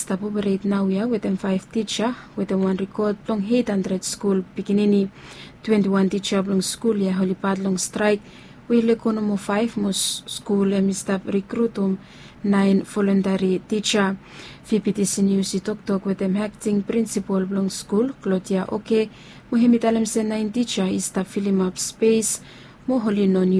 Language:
Bislama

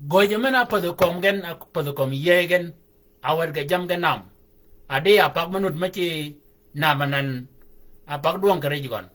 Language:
Shilluk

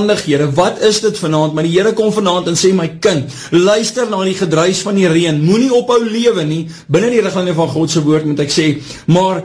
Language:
Afrikaans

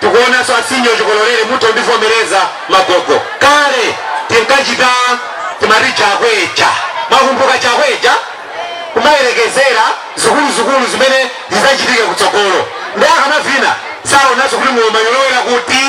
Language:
Nyanja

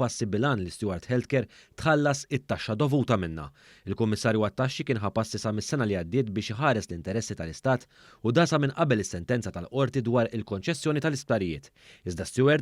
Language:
Maltese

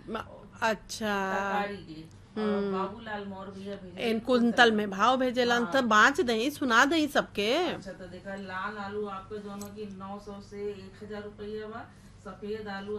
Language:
Bhojpuri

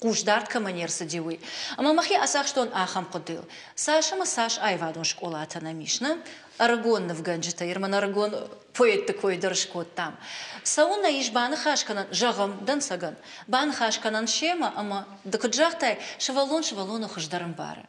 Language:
Ossetic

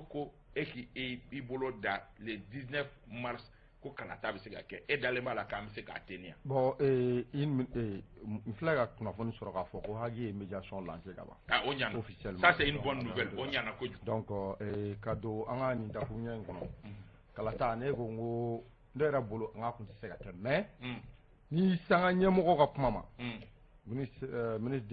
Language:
Bambara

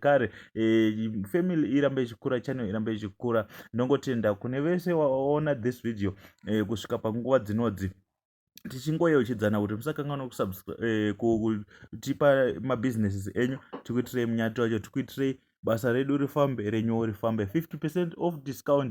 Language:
Shona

